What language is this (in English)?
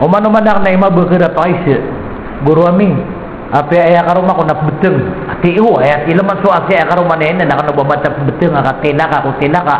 Maranao